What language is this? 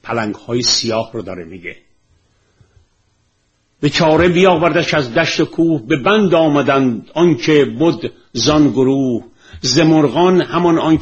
Persian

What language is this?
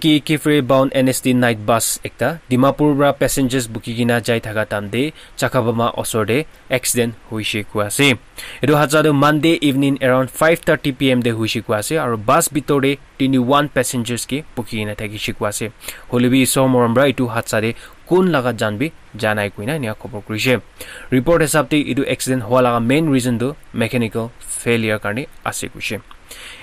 Naga Pidgin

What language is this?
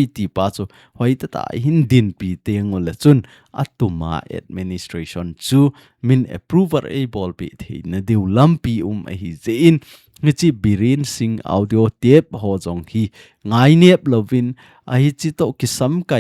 Thado Chin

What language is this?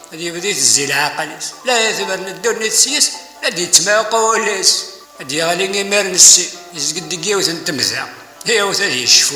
Kabyle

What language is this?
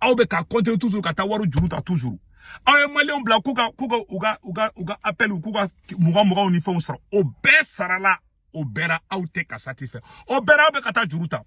Bambara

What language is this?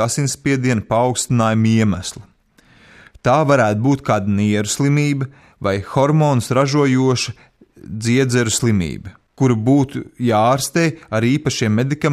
Latvian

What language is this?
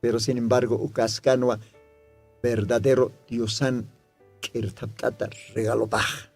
Aymara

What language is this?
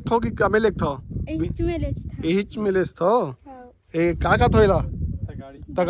Chhattisgarhi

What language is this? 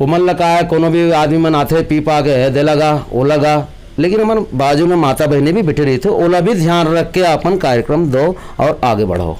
Chhattisgarhi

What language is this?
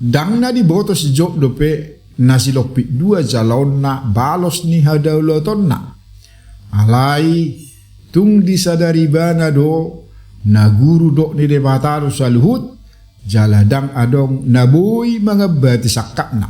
Batak Toba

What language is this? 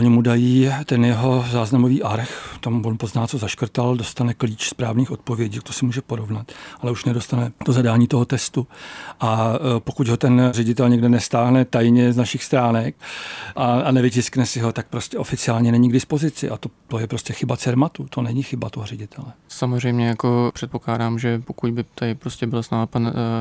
Czech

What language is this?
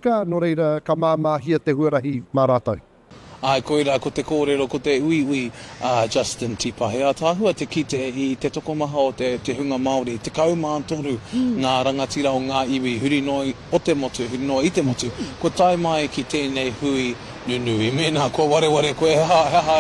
Māori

